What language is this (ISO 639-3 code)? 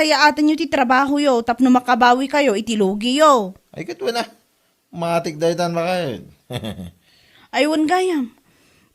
ilo